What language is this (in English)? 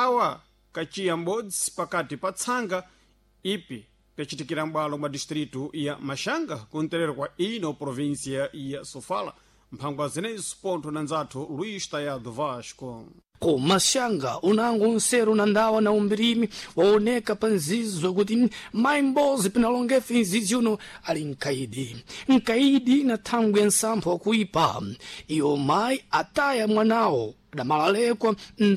Sena